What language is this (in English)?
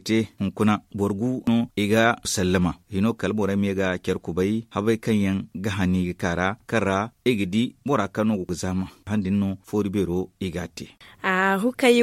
Zarma